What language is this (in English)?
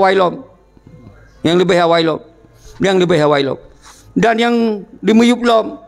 Achinese